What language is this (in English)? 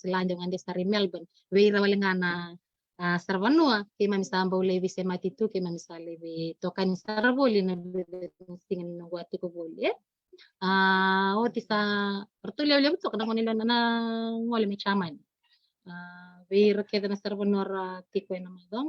Fijian